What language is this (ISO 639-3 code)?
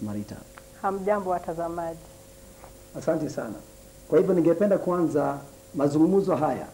swa